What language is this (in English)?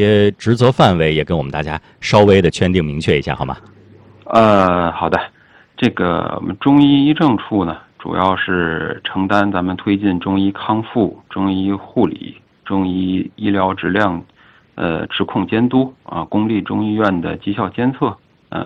Chinese